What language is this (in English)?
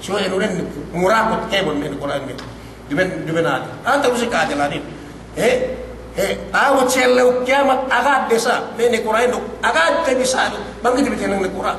Yakan